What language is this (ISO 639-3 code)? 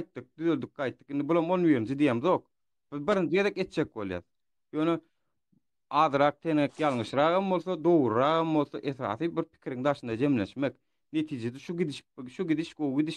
tuk